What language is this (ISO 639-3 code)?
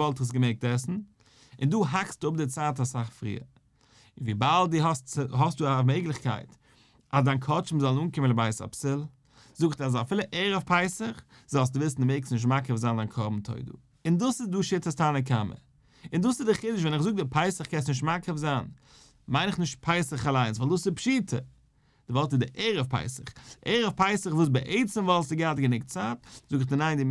yid